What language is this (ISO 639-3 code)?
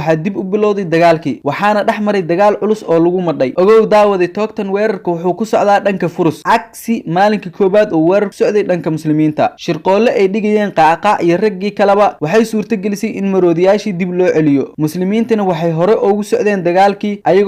som